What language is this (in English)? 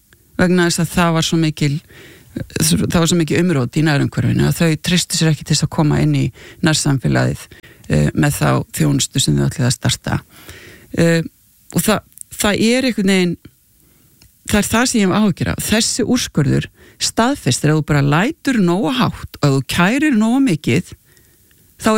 Icelandic